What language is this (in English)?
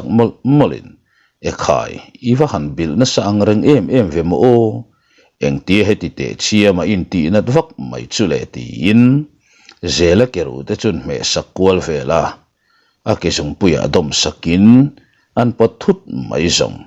Mizo